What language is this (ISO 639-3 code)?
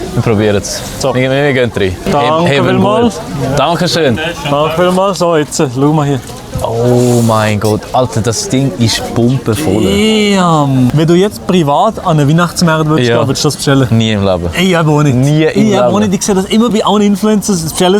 gsw